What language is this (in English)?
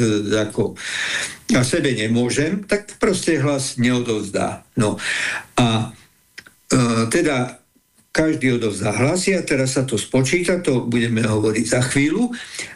Slovak